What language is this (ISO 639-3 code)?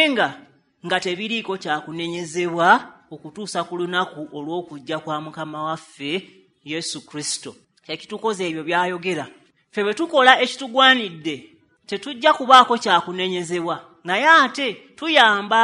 lug